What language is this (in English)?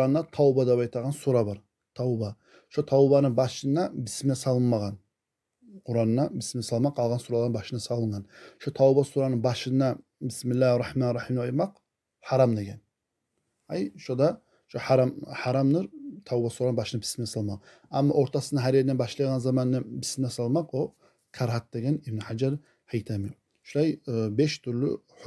Kumyk